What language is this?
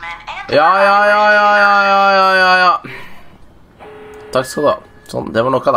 Norwegian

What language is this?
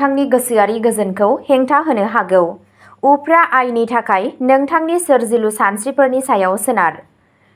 Bodo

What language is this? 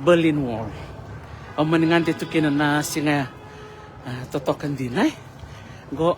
Fijian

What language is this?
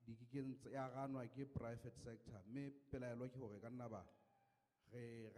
Southern Sotho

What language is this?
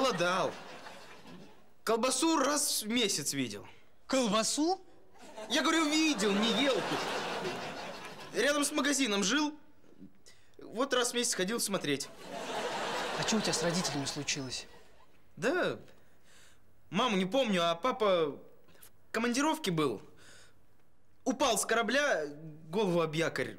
Russian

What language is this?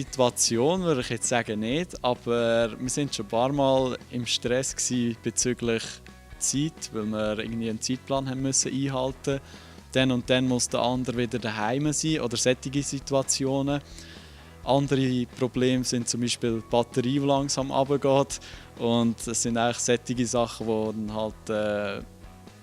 Swiss German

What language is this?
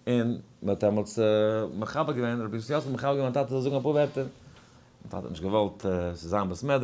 Yiddish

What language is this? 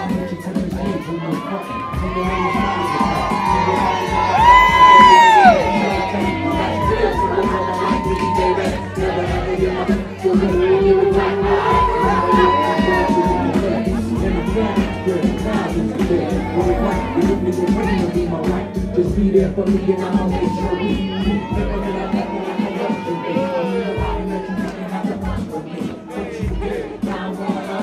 English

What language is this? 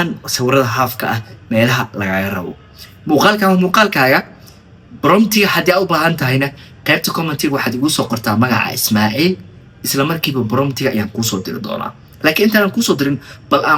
Somali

